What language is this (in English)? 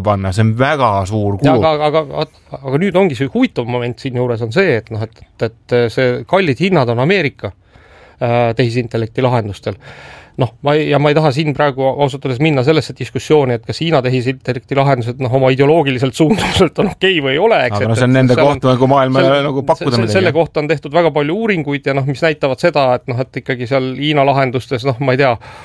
Estonian